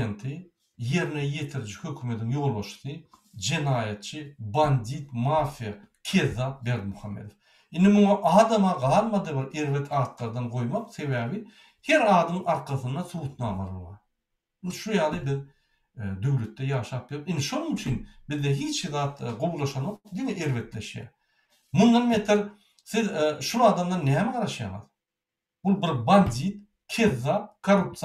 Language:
Turkmen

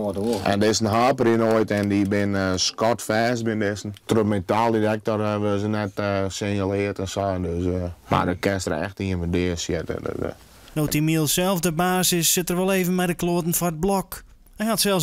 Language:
Western Frisian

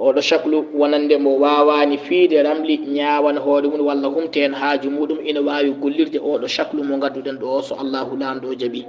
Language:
Fula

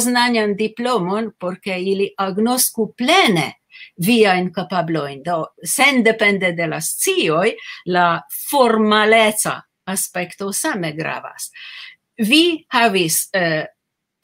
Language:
Esperanto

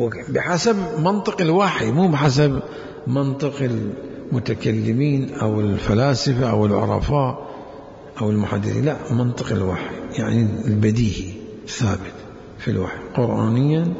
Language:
Mesopotamian Arabic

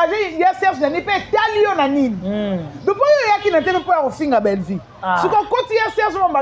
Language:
Lingala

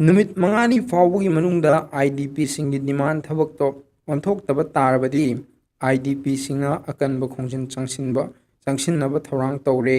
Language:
Manipuri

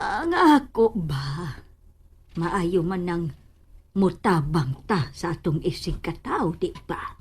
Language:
Cebuano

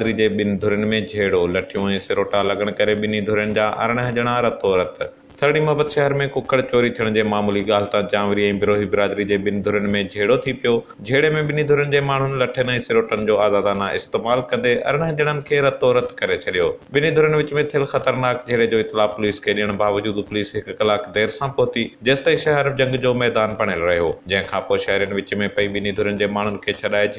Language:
Sindhi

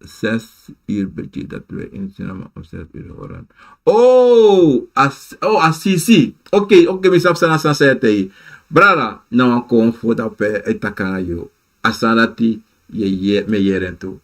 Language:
Sranan Tongo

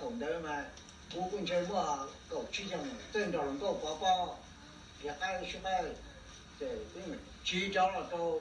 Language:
Hmong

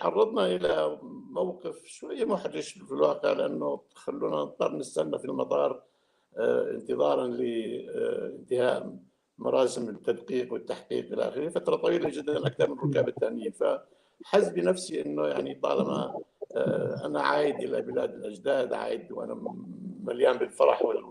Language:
North Levantine Arabic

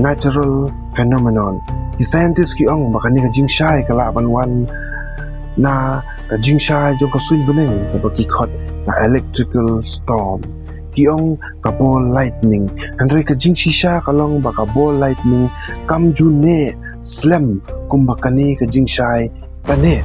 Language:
Khasi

